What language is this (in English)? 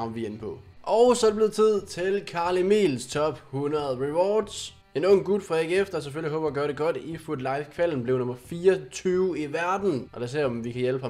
Danish